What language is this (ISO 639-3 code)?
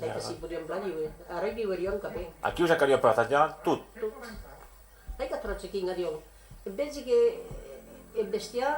oci